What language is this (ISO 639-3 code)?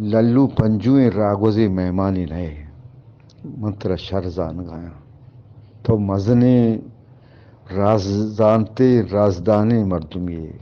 bgp